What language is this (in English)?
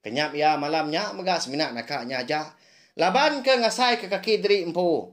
Iban